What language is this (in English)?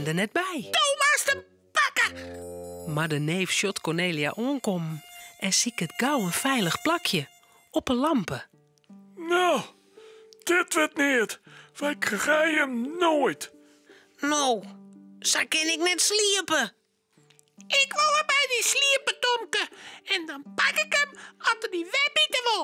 Western Frisian